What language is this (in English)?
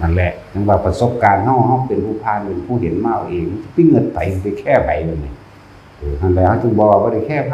Northeastern Thai